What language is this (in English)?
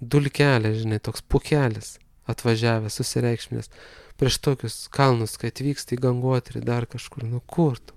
Lithuanian